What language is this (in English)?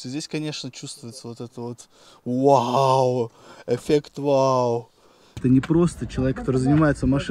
Russian